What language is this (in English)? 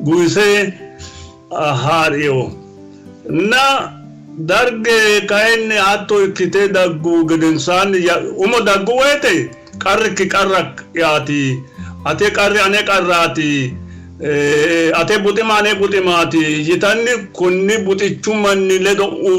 Sidamo